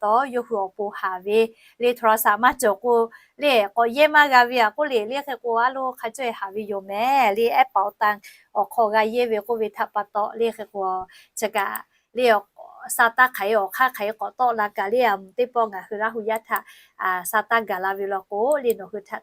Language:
Lahu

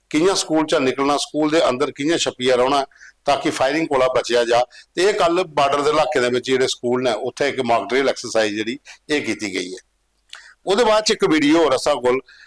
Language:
Dogri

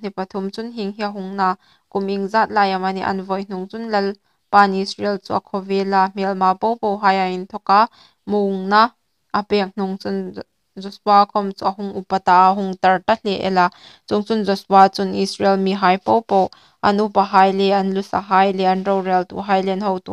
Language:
Hmar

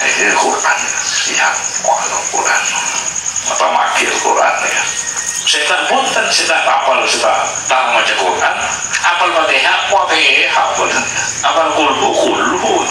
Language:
Madurese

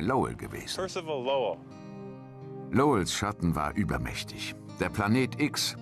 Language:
German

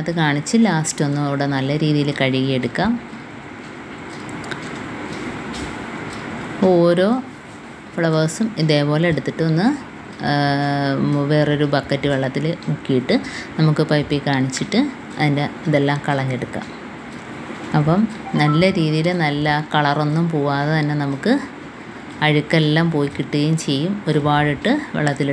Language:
Malayalam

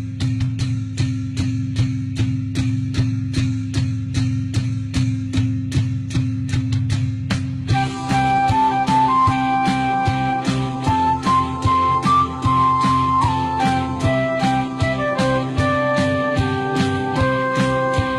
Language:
Rawang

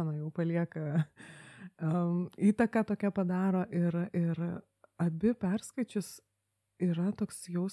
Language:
Lithuanian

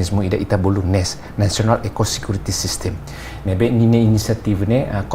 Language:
Tetum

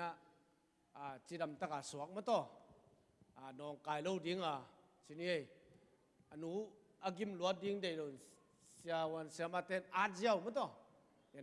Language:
Tedim Chin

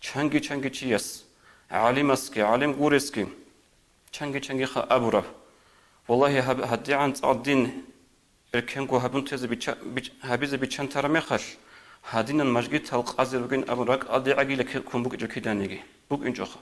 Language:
Avaric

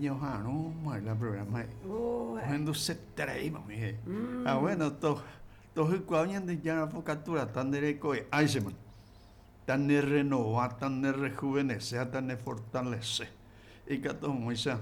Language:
Guarani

